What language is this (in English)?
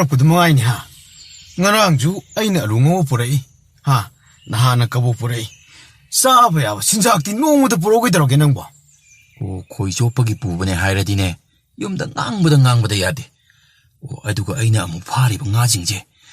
Manipuri